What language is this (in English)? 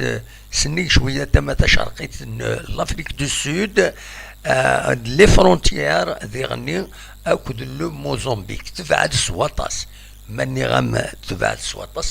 Kabyle